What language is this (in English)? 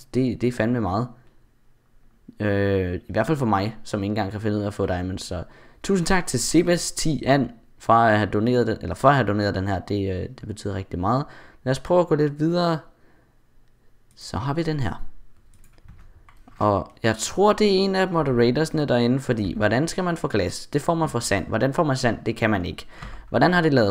Danish